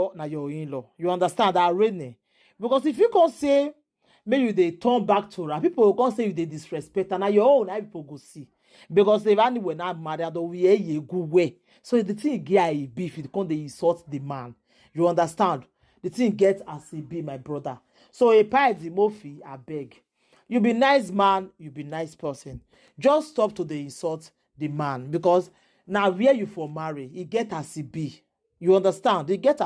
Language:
Nigerian Pidgin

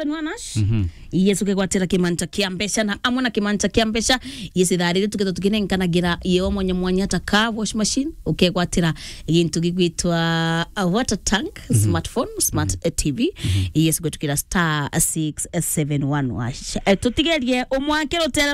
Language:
Meru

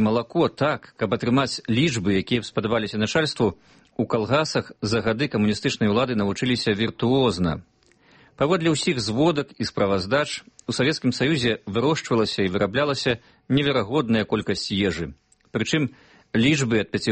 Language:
Belarusian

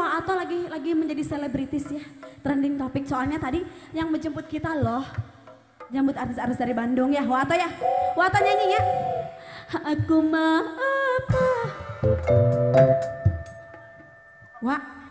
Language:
Indonesian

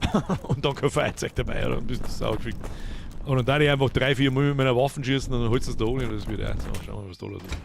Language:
Bavarian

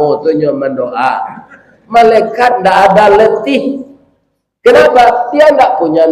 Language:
Minangkabau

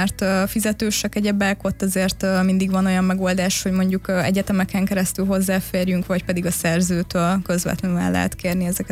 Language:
Hungarian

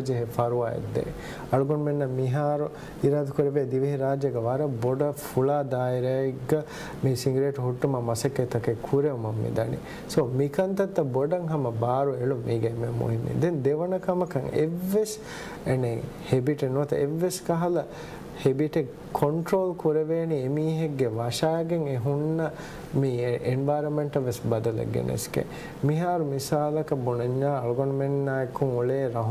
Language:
Divehi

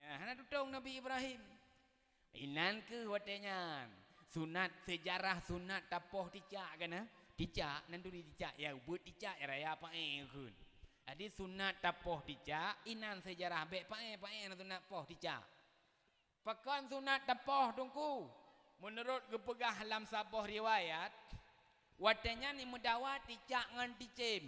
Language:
Achinese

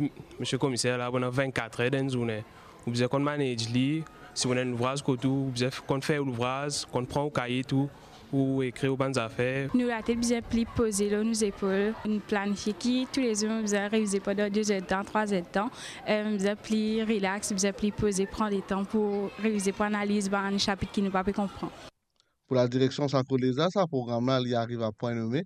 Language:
Morisyen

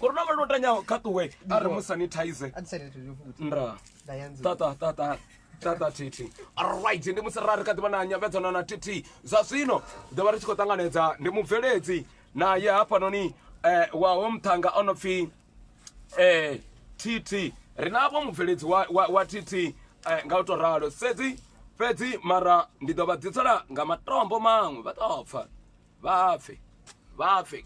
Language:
Venda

